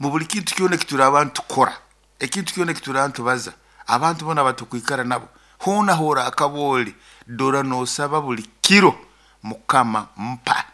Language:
Nyoro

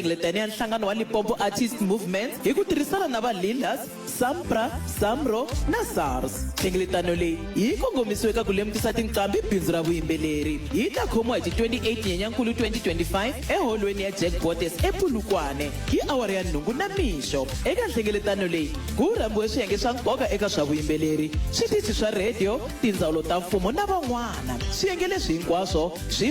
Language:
Tsonga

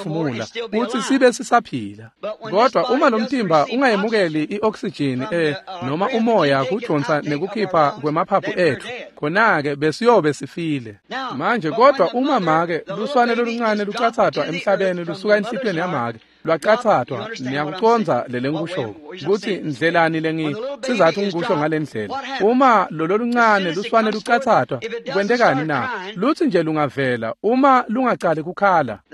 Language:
Swati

